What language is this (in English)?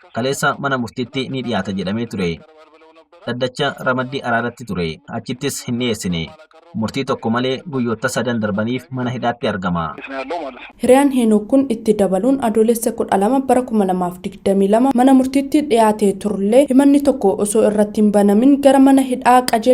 Oromo